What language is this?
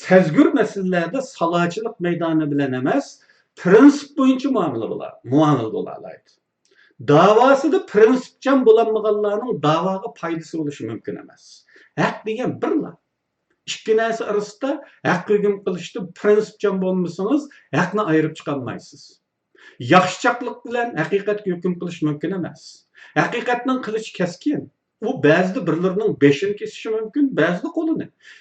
Uyghur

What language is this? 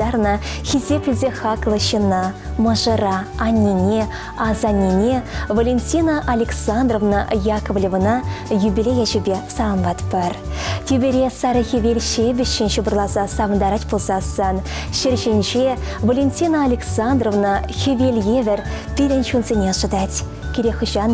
Chuvash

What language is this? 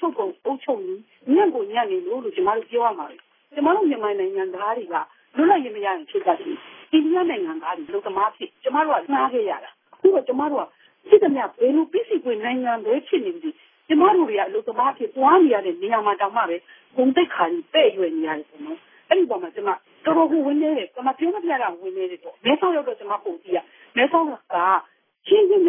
Burmese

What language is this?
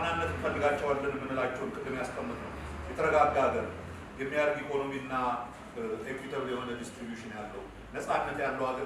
Amharic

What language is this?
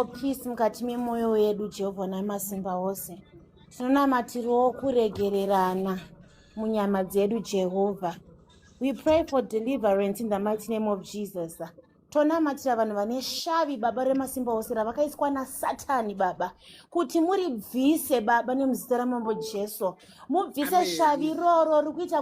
Shona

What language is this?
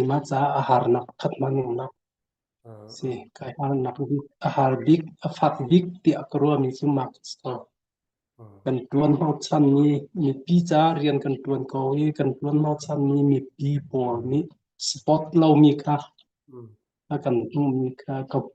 Hakha Chin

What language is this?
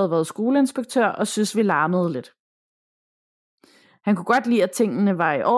Danish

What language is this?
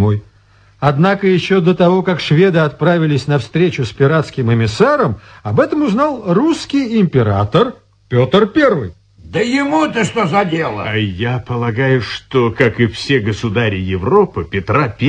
Russian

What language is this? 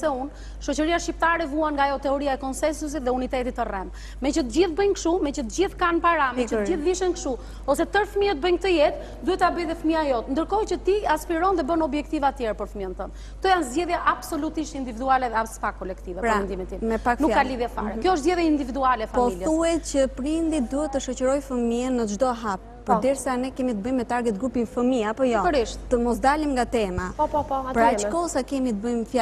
Albanian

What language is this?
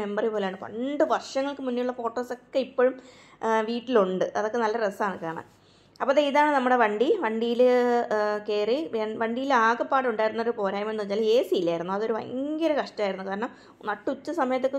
Malayalam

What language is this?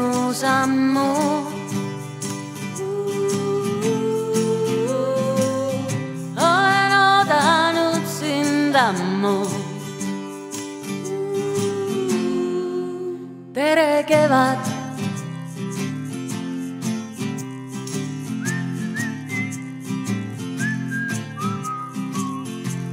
Estonian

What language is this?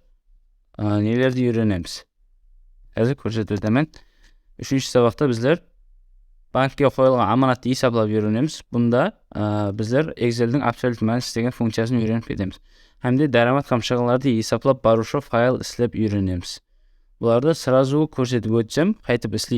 Kara-Kalpak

